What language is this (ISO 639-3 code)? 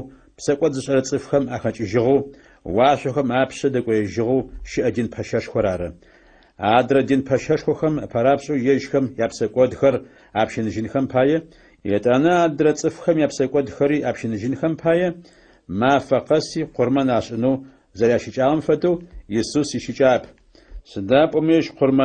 ady